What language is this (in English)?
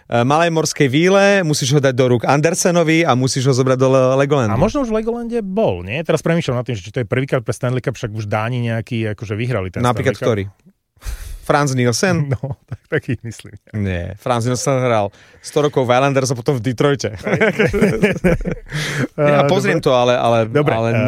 Slovak